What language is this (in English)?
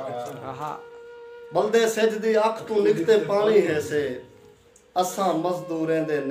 Saraiki